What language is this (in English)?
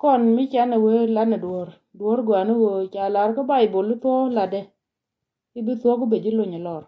Nuer